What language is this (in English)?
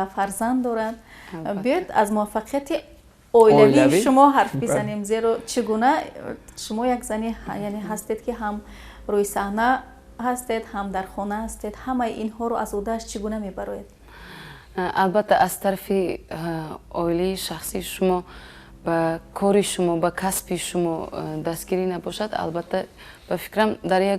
Tajik